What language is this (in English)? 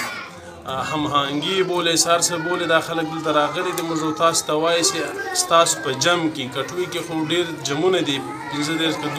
Pashto